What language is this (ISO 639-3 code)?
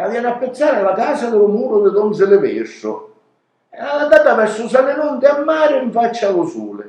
scn